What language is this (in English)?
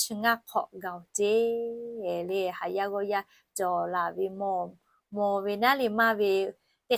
Lahu